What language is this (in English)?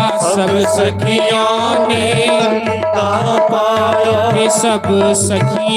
Dogri